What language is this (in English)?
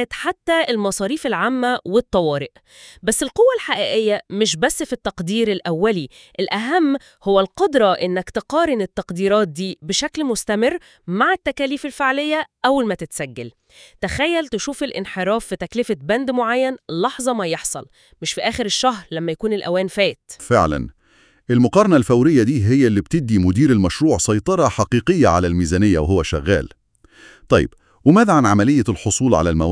Egyptian Arabic